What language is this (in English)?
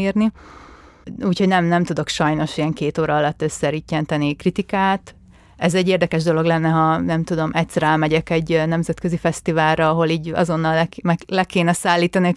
Hungarian